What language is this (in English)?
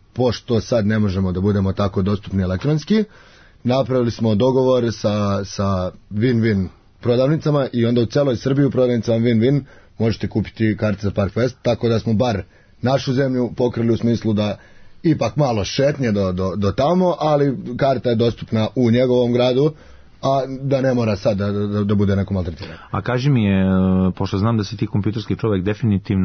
Serbian